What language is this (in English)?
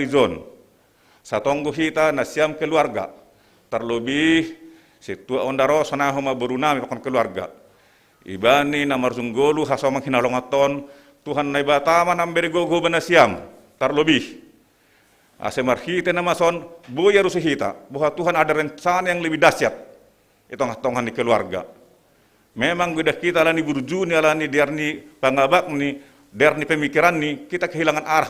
Batak Simalungun